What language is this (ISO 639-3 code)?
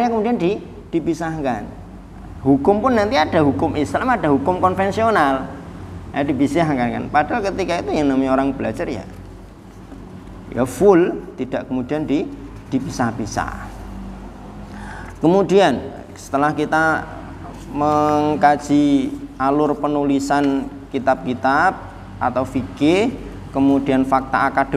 ind